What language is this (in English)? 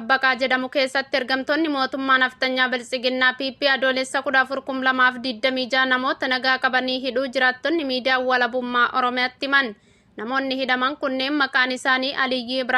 Oromo